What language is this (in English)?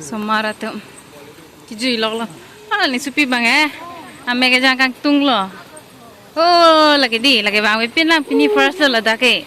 Karbi